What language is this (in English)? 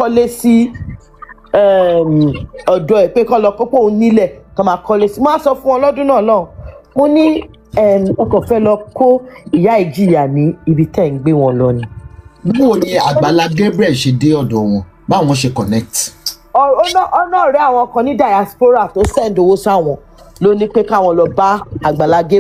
Yoruba